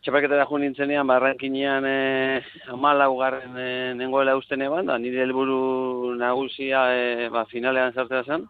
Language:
Basque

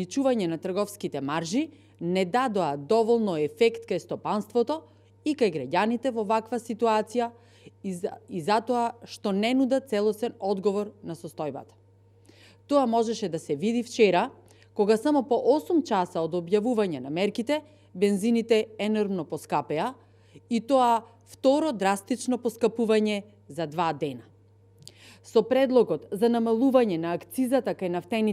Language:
Macedonian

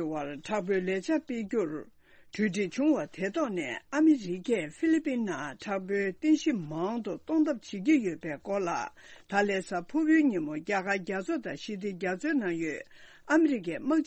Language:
Tibetan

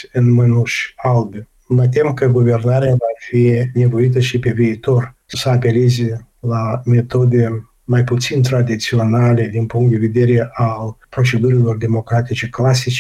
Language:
Romanian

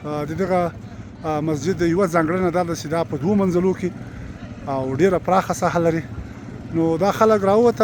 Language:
Pashto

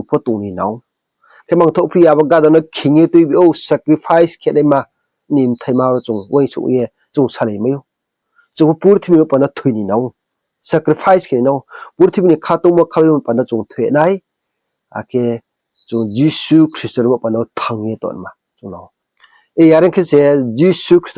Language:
Riang (India)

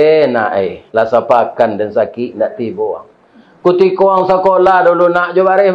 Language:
Minangkabau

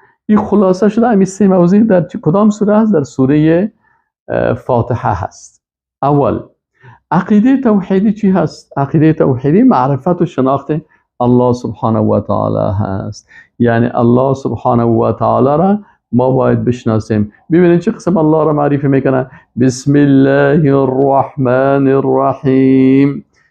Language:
Persian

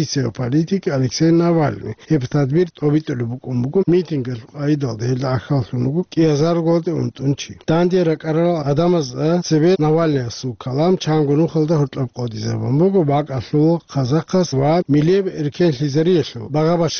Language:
Avaric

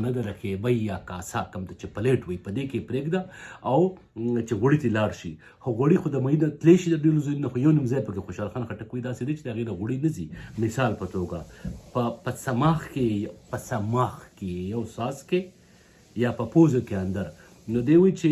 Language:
Pashto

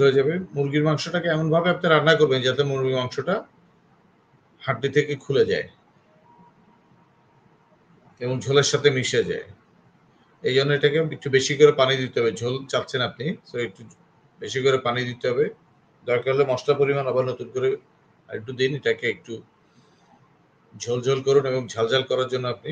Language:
Bangla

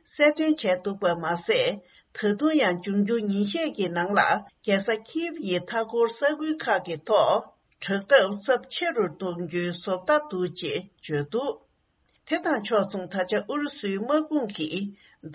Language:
Tibetan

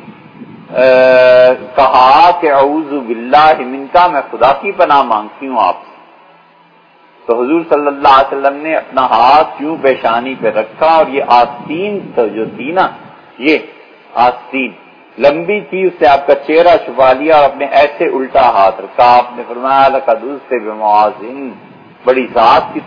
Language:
Urdu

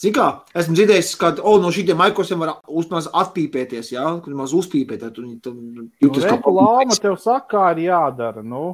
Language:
Latvian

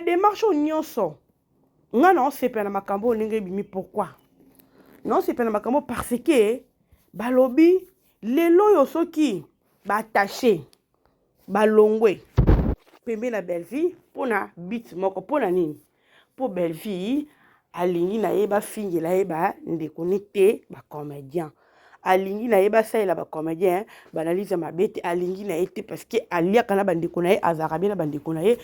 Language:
Lingala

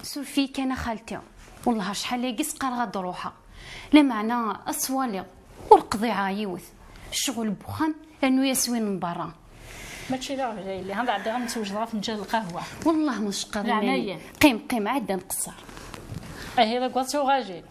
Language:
Kabyle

